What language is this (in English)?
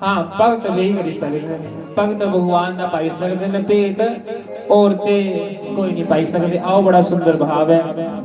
Dogri